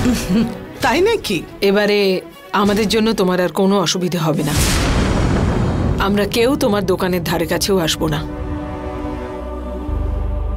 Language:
Bangla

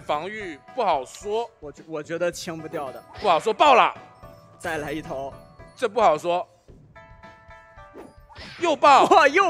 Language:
Chinese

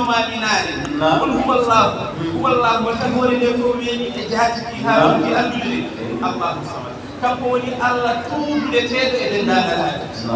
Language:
Fula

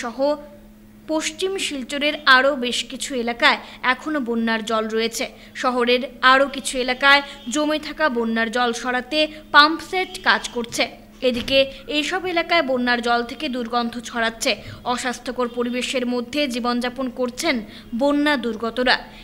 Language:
Bangla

